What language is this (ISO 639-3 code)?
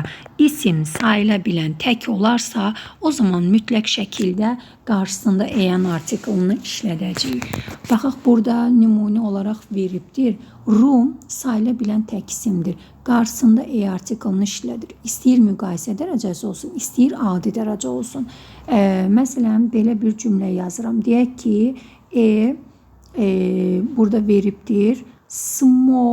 aze